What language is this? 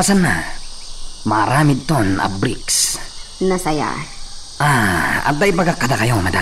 Iloko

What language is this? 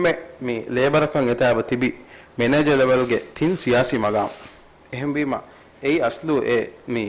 Divehi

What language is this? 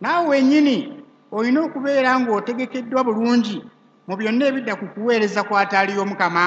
Ganda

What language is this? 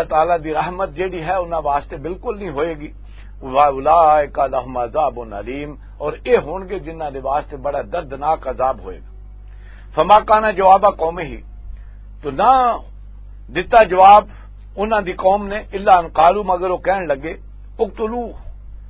Western Panjabi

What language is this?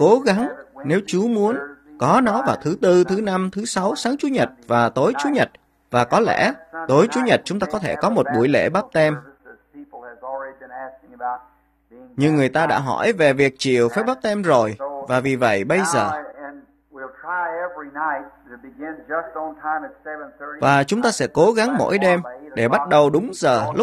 Vietnamese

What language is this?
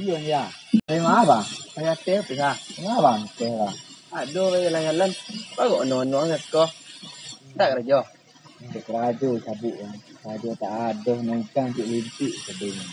Minangkabau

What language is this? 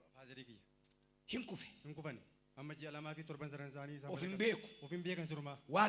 Oromo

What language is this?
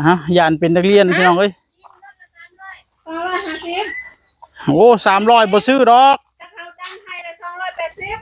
Northeastern Thai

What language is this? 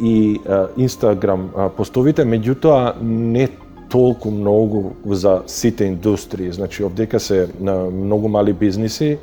Macedonian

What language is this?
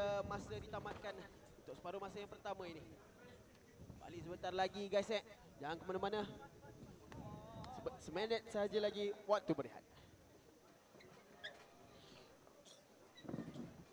Malay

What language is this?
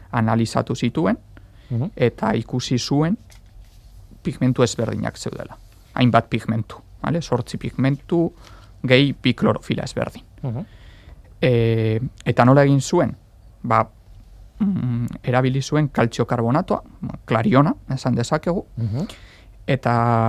Basque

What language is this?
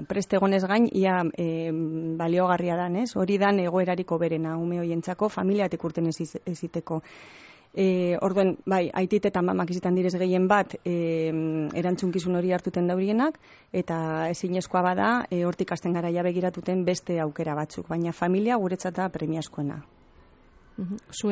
Basque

